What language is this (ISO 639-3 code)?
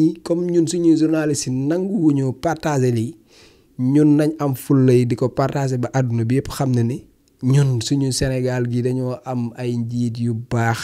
wol